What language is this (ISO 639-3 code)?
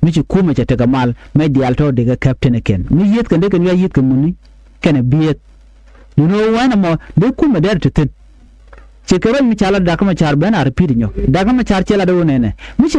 nus